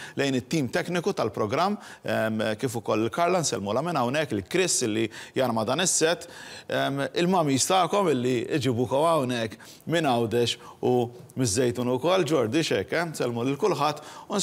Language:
Maltese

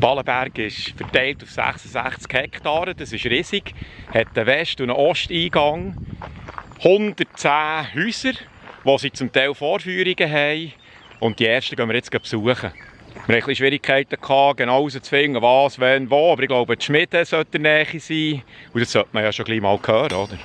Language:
Swiss German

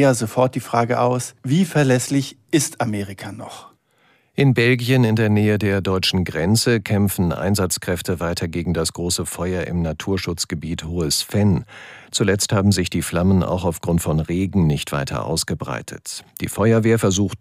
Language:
German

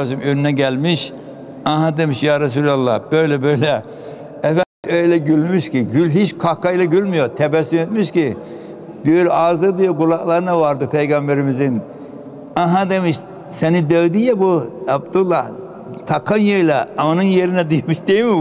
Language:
Turkish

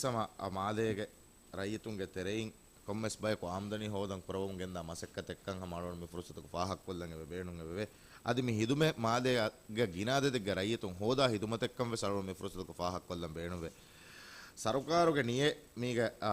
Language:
Divehi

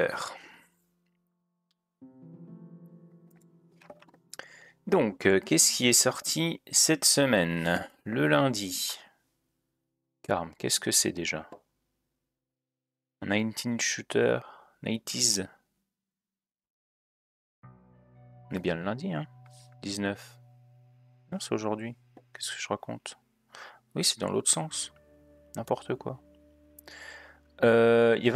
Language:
French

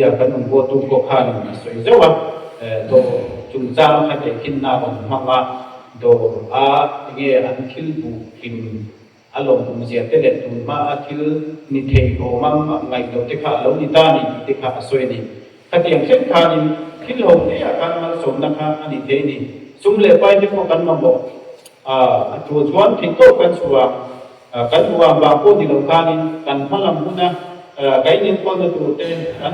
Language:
Mizo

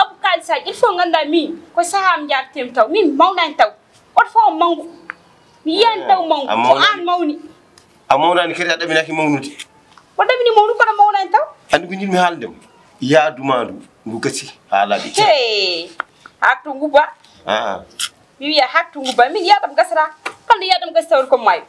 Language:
Fula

